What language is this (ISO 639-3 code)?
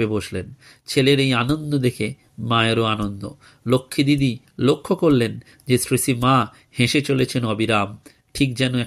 ben